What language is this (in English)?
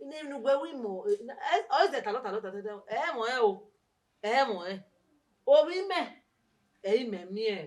Bini